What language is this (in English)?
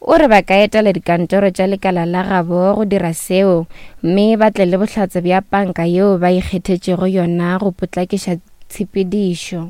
Northern Sotho